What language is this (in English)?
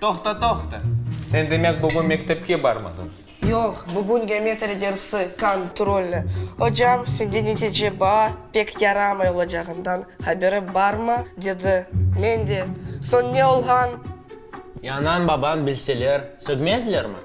Crimean Tatar